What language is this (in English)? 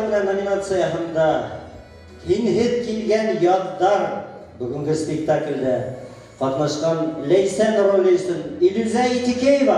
Bashkir